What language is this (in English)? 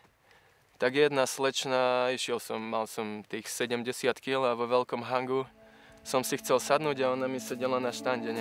Slovak